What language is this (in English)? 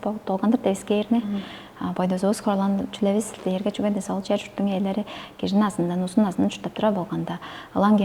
Tuvinian